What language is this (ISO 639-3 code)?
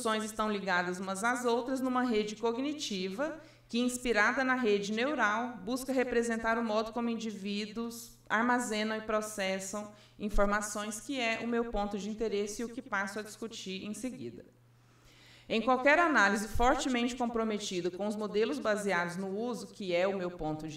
por